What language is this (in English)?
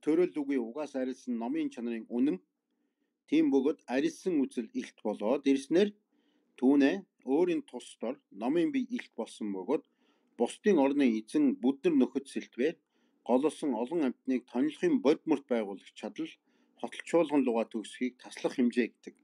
Mongolian